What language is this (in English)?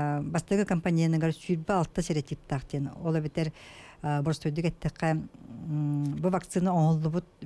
Yakut